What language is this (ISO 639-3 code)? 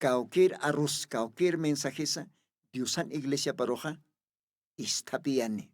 aym